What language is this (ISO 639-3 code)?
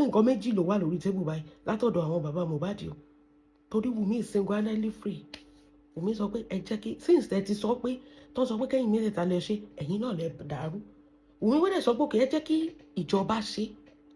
yor